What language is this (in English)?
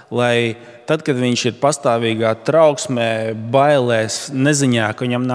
Latvian